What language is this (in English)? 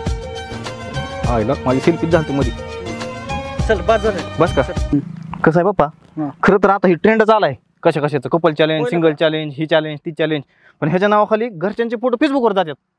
Marathi